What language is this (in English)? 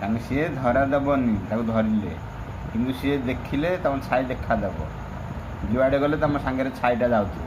Odia